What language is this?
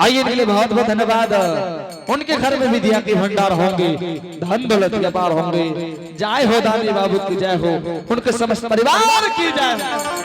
Angika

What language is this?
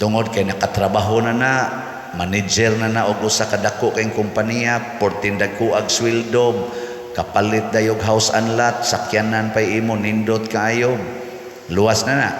Cebuano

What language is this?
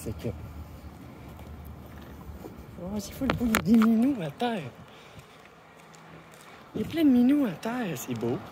French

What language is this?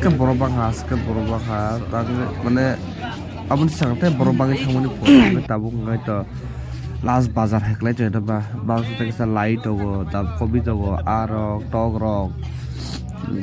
Kok Borok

